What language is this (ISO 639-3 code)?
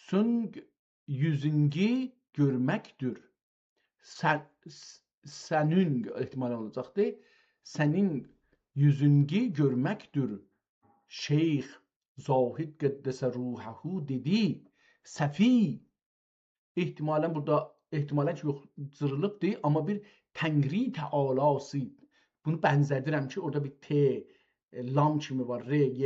azb